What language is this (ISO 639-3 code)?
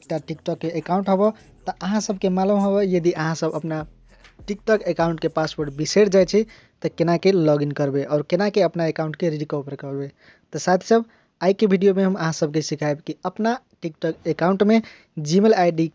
mai